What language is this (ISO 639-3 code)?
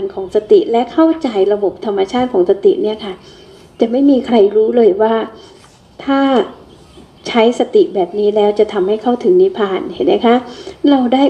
tha